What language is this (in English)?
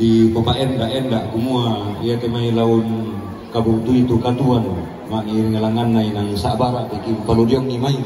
Toraja-Sa'dan